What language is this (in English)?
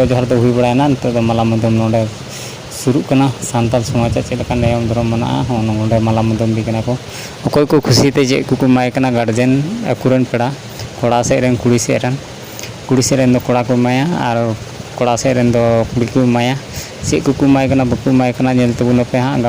Santali